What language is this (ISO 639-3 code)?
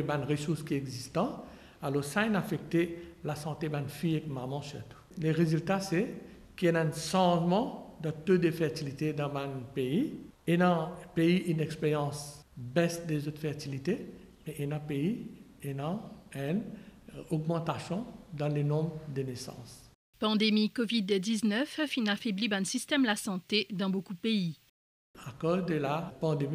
mfe